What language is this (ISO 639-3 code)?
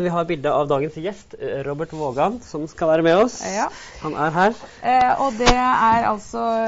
nor